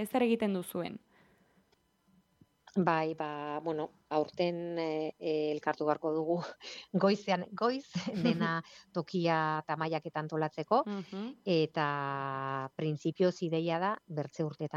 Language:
Basque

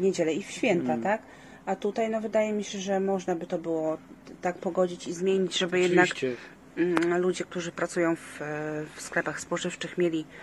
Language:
Polish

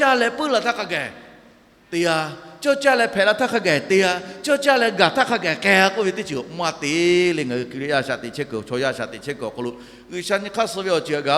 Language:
Lahu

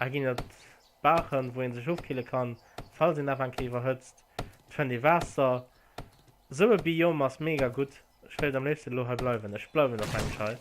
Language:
Luxembourgish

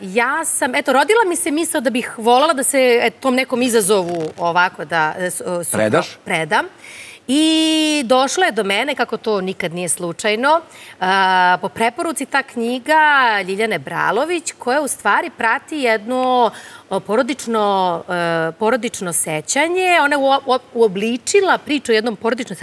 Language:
Serbian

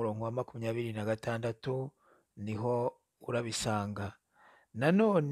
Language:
Kinyarwanda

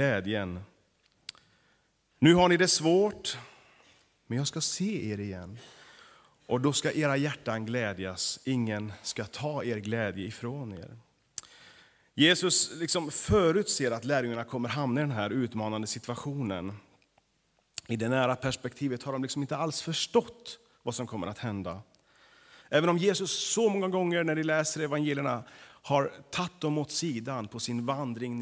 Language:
Swedish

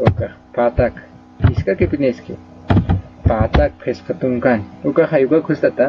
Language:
Aymara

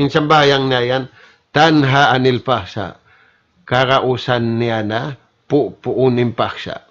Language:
Tausug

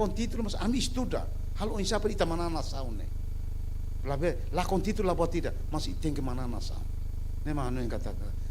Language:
Tetum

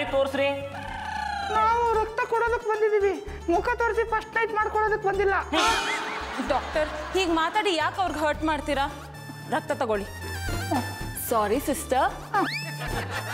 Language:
Kannada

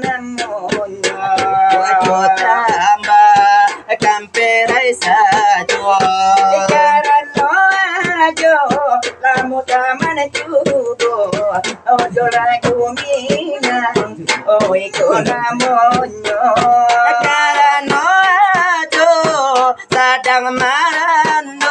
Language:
Minangkabau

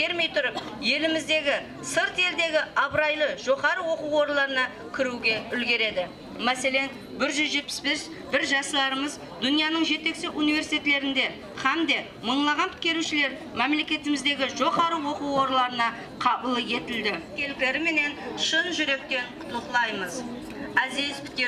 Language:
Kara-Kalpak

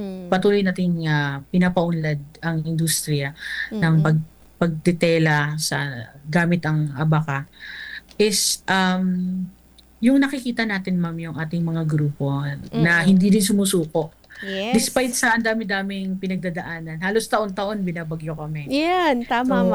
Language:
Filipino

